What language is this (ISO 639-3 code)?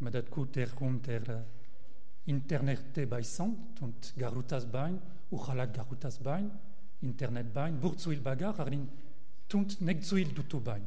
mon